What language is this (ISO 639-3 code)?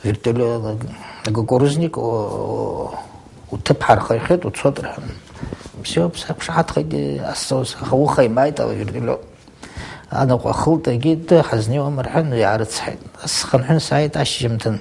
abk